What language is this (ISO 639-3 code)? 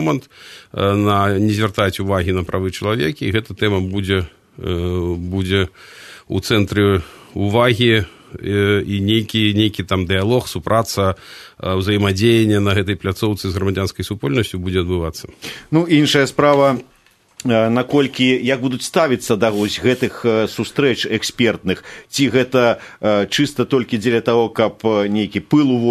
bel